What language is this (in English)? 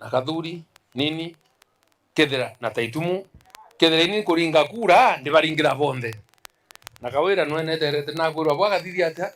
Meru